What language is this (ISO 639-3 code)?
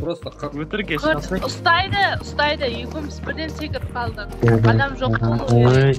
kaa